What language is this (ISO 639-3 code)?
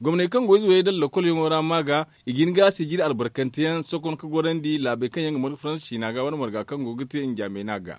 dje